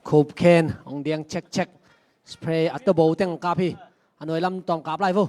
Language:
Tedim Chin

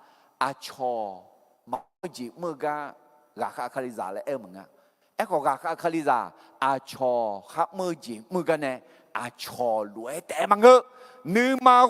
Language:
Akha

